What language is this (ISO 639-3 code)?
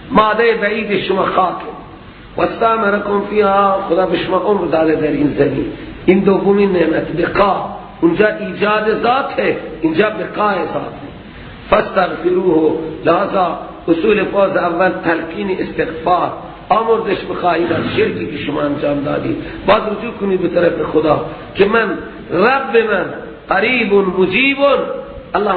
fas